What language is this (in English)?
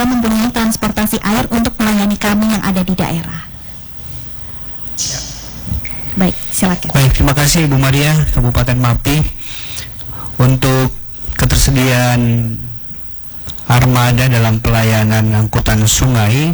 Indonesian